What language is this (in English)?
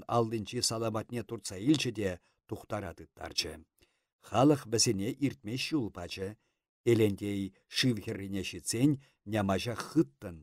Chuvash